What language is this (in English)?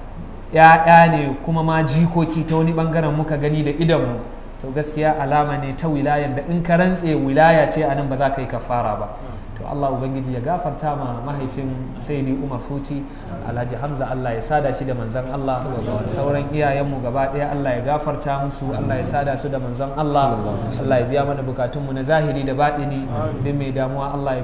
Hausa